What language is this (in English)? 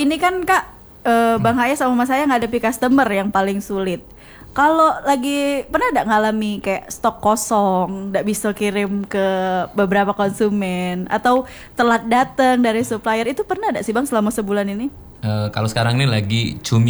Indonesian